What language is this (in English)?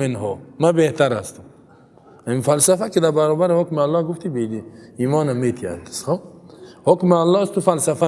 Persian